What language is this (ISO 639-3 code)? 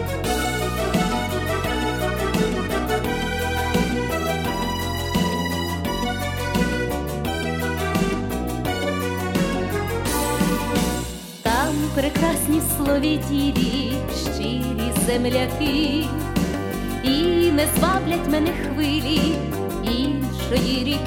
ukr